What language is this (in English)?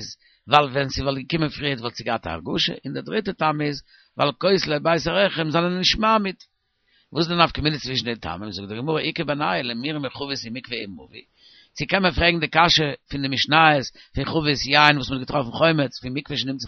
Yiddish